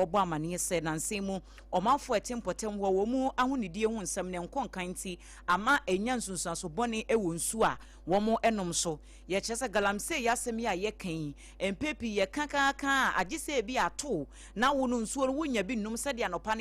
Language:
Akan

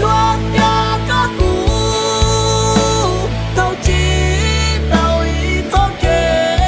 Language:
Hmong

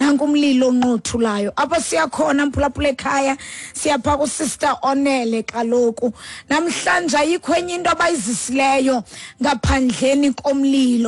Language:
Xhosa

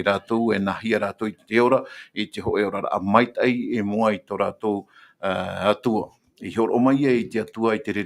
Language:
Tahitian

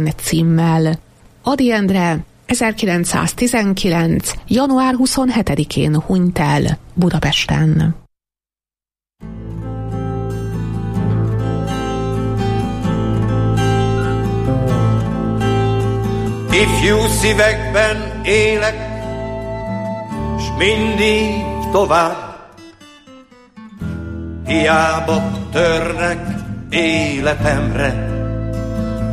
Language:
Hungarian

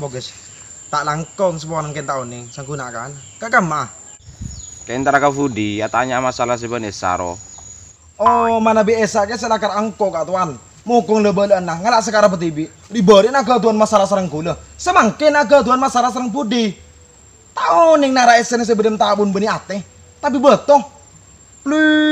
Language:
Madurese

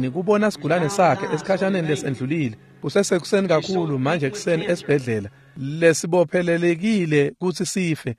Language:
Swati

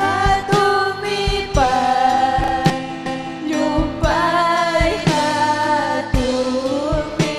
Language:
Ayacucho Quechua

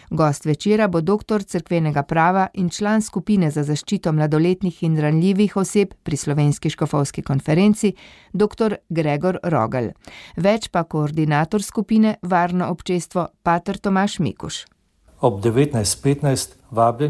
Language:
Slovenian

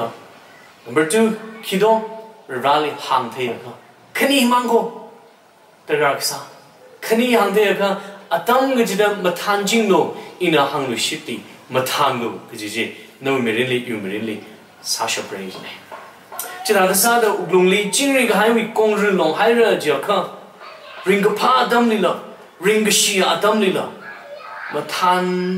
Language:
Tangkhul Naga (India)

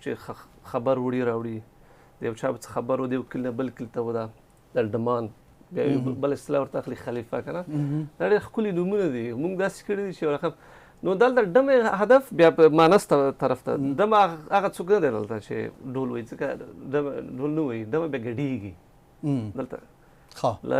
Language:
Pashto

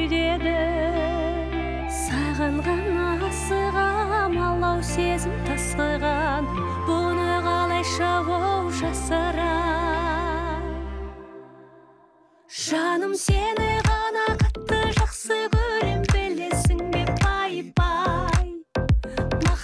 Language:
Kazakh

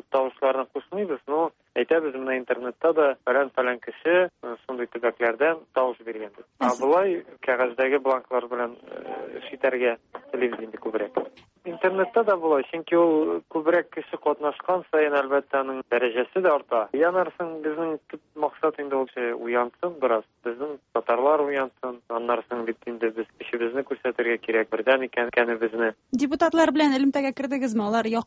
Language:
Tatar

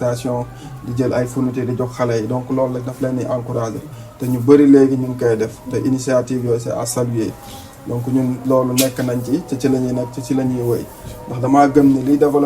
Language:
Wolof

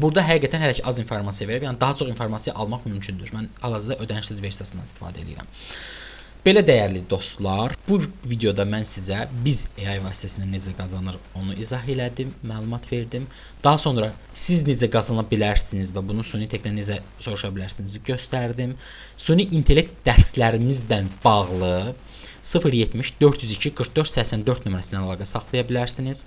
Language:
Azerbaijani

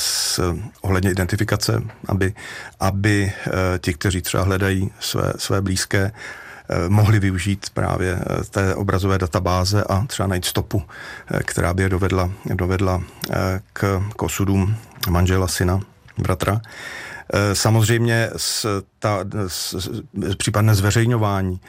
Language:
Czech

